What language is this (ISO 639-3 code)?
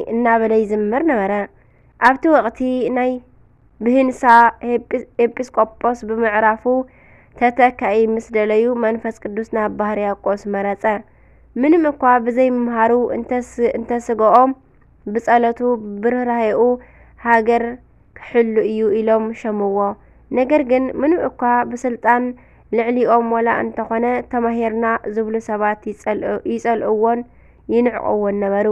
tir